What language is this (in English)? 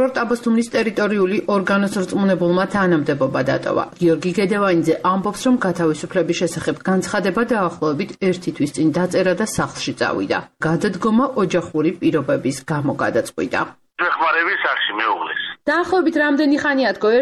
Georgian